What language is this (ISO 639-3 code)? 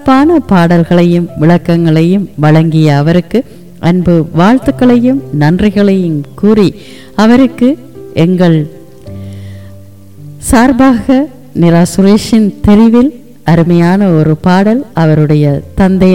tam